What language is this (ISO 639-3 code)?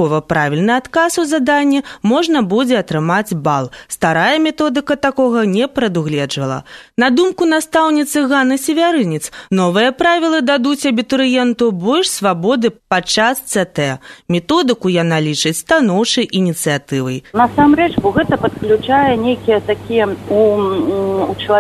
bel